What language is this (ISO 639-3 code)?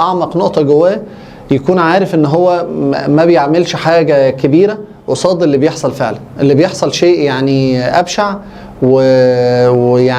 arz